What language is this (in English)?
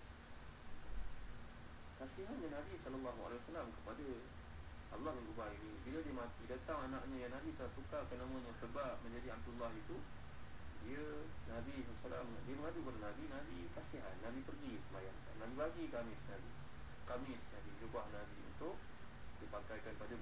Malay